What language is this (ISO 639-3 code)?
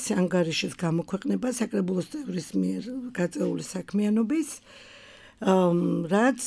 kat